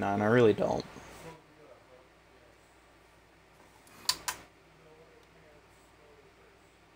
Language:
English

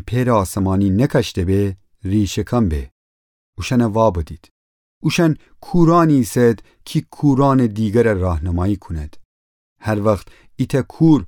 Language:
Gilaki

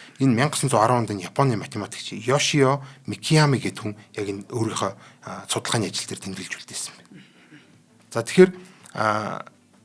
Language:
Mongolian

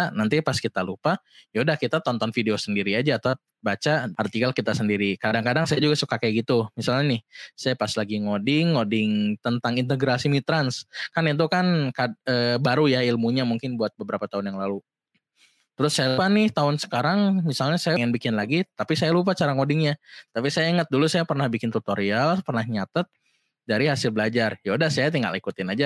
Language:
Indonesian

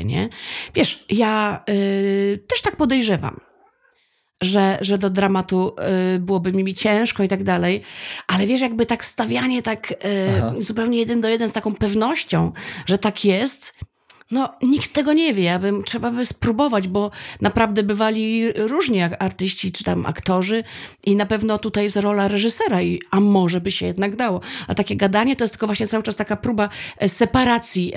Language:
Polish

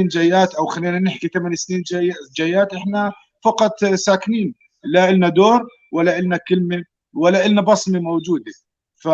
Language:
North Levantine Arabic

